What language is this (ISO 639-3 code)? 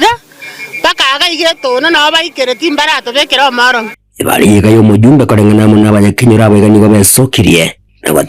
guz